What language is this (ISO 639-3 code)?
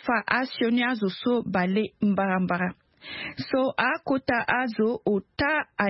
sag